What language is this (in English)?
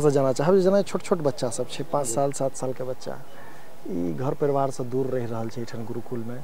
Maithili